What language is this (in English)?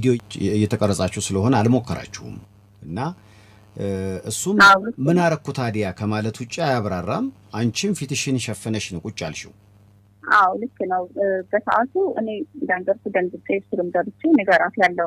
Amharic